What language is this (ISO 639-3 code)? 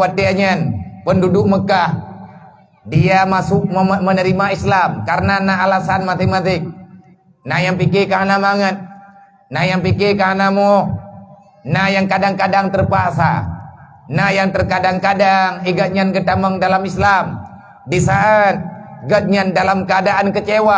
ace